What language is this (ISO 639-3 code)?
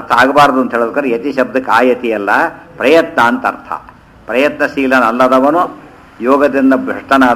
kan